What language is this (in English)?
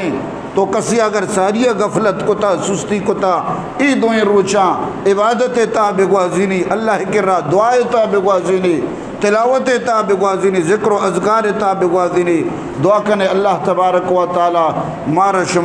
Eastern Balochi